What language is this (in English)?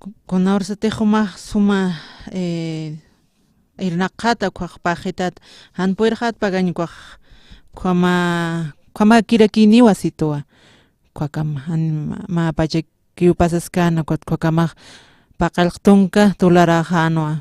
Aymara